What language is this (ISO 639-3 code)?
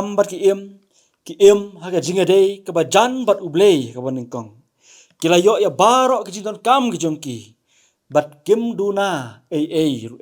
kha